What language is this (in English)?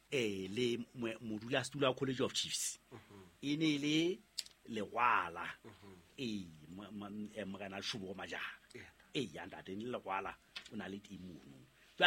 Southern Sotho